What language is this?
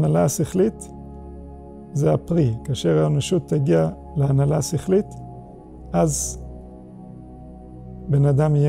Hebrew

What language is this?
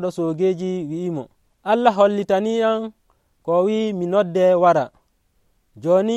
Nigerian Fulfulde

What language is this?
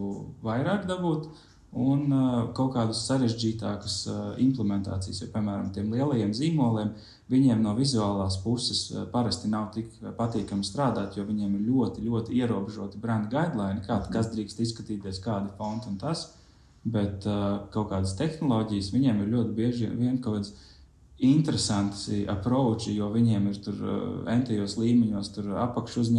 Latvian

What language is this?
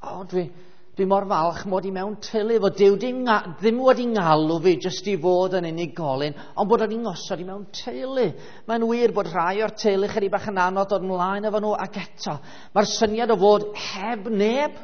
Welsh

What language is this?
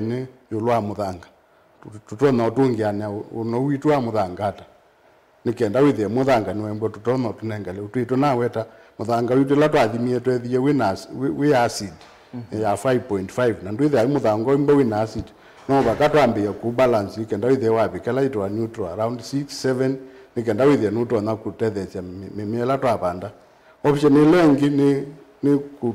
Kamba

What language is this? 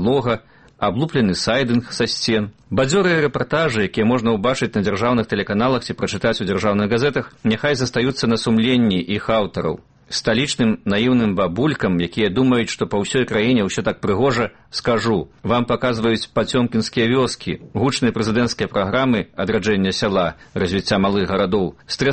Belarusian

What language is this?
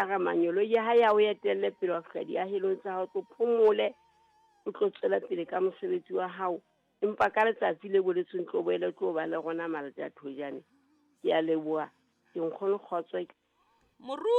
Southern Sotho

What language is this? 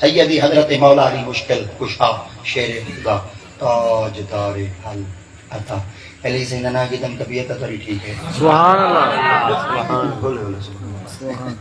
Saraiki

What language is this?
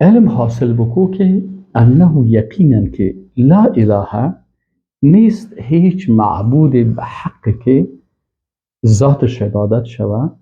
Persian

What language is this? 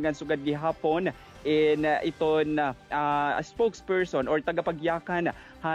Waray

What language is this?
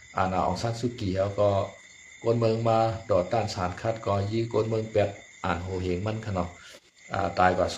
Shan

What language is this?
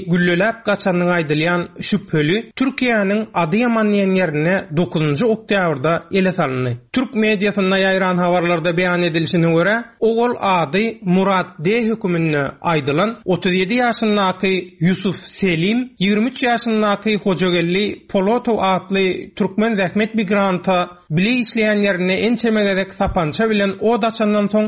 Turkmen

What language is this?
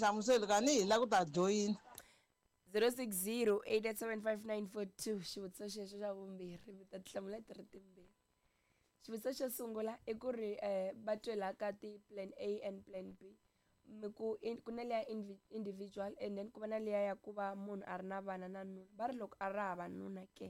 Tsonga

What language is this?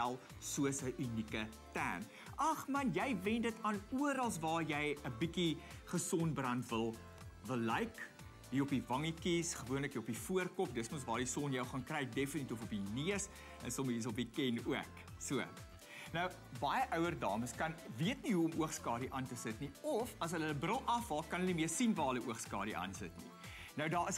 Afrikaans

